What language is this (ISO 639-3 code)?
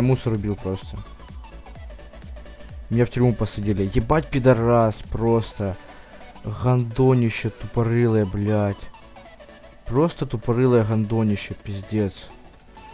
rus